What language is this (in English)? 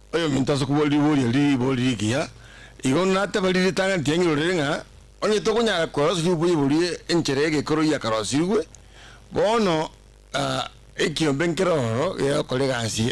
Gusii